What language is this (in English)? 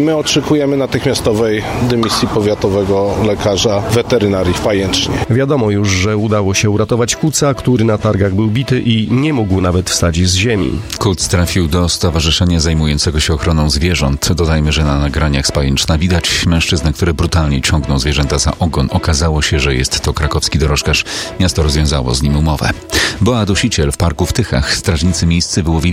Polish